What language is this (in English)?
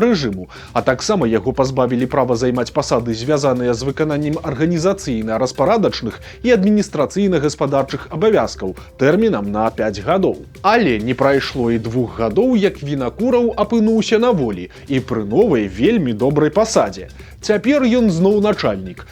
Belarusian